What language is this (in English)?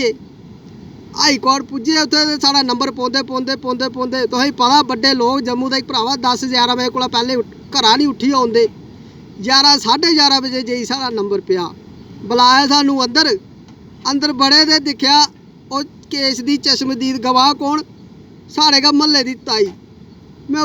Dogri